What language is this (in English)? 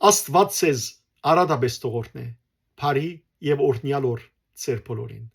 Western Armenian